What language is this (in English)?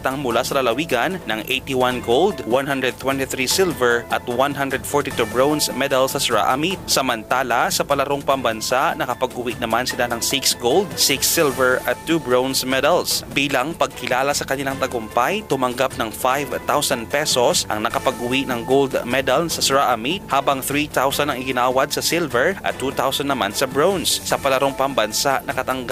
Filipino